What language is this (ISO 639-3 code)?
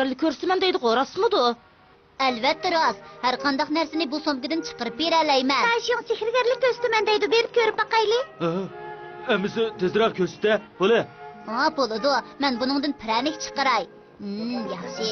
uig